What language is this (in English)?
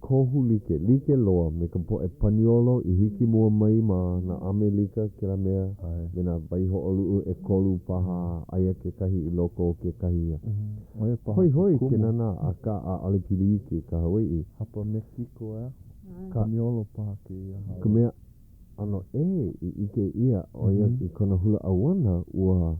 Hawaiian